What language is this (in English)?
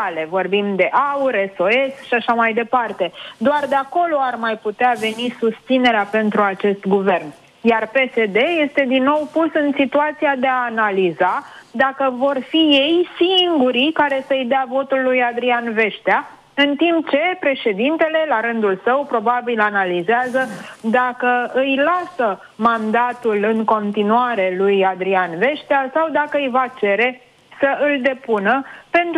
Romanian